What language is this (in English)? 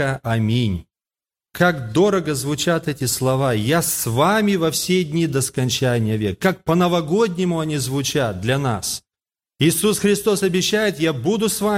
Russian